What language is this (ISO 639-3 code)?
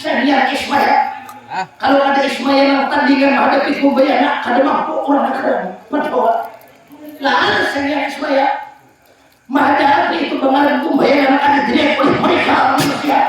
bjn